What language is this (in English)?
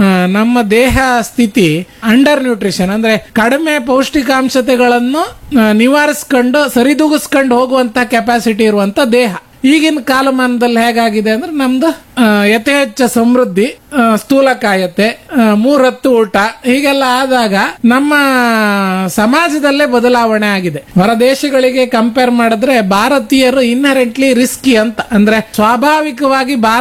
Kannada